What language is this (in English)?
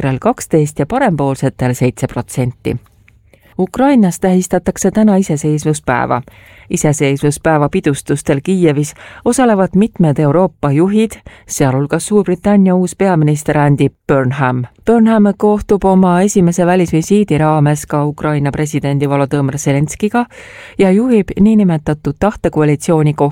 Estonian